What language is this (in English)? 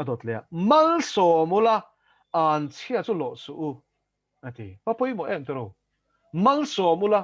Mizo